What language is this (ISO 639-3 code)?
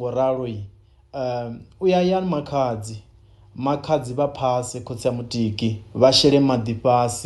ven